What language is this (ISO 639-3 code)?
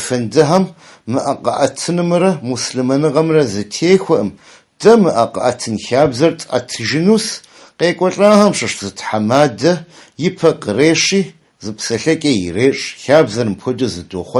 kbd